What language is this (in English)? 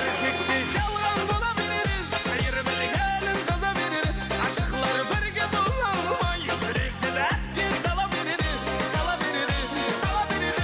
Kara-Kalpak